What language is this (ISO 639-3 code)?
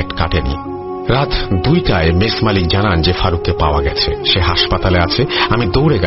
ben